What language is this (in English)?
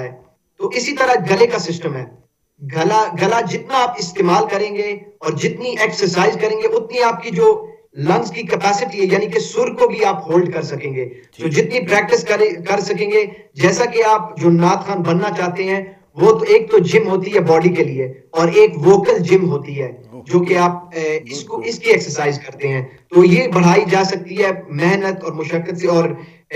Urdu